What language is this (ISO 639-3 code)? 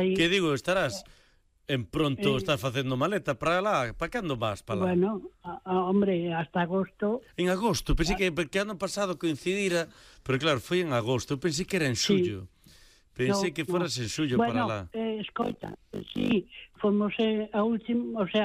glg